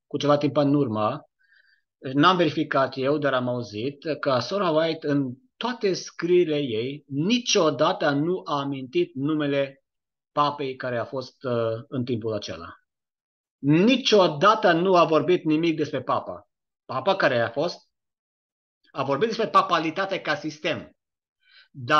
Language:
Romanian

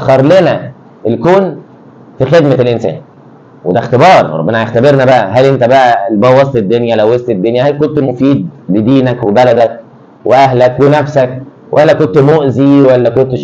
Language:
Egyptian Arabic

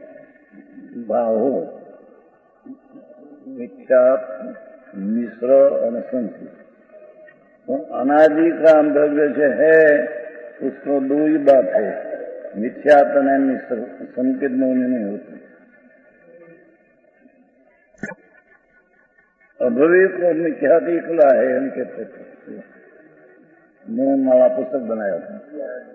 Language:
Hindi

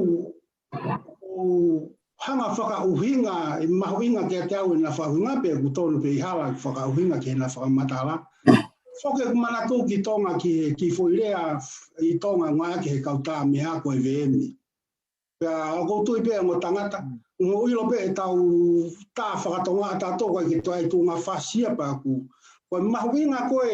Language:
Tongan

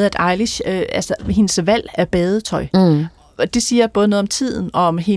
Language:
Danish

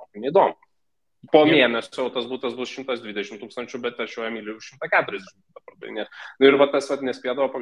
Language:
Lithuanian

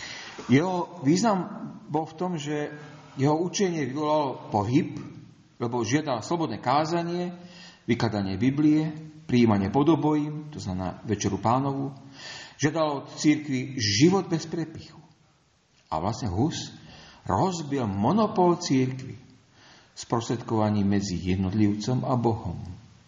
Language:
Slovak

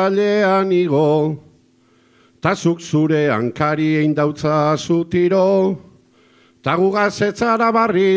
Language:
Basque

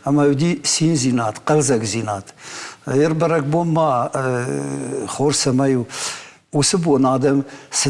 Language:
Ossetic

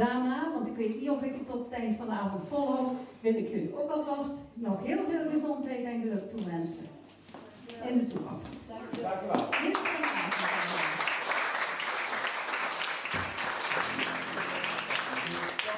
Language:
Dutch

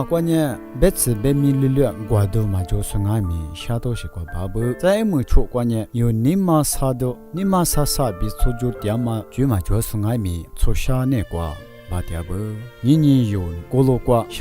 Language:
Lisu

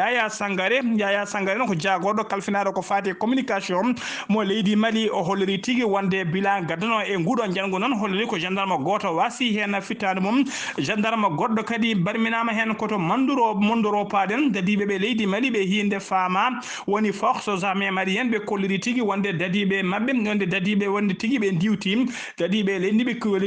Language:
Fula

